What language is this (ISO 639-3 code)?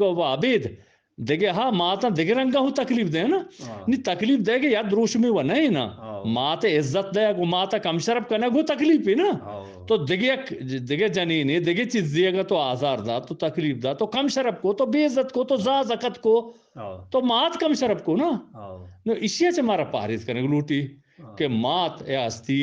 bgp